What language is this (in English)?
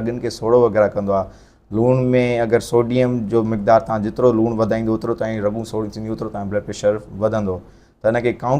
Sindhi